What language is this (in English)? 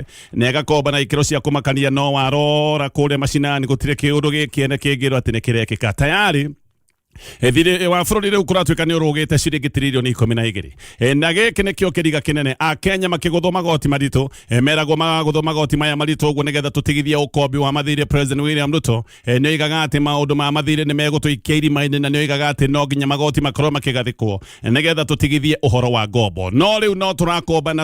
Kikuyu